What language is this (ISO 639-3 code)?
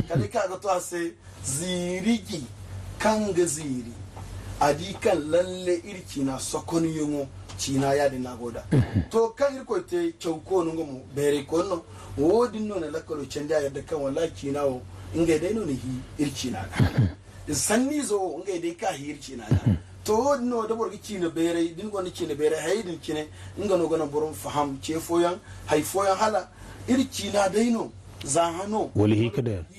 dje